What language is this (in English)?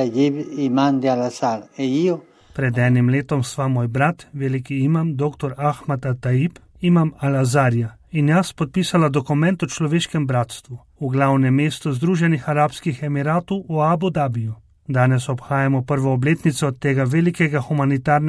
Slovenian